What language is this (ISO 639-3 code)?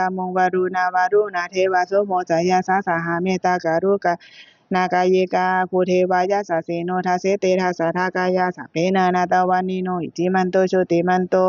pli